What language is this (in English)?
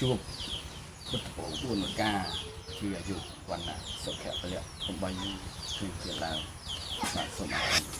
Khmer